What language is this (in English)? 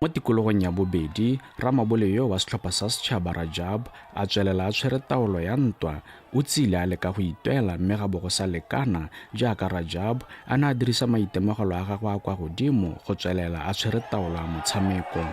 Tswana